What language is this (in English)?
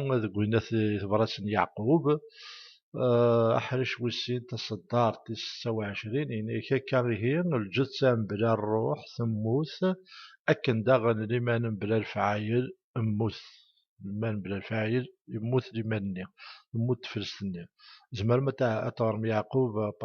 Kabyle